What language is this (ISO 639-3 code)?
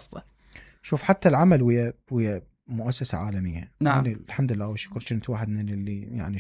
acm